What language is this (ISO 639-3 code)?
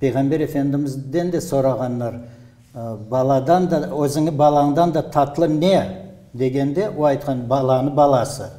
crh